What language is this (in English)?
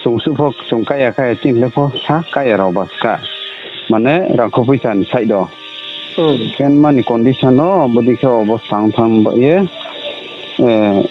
Riang (India)